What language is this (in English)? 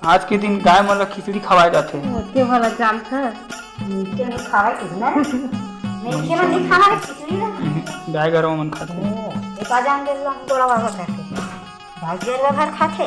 Chhattisgarhi